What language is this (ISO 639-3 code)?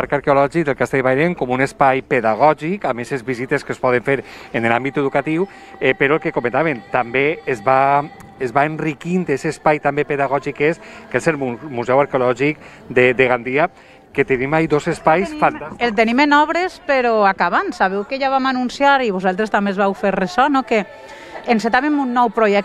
cat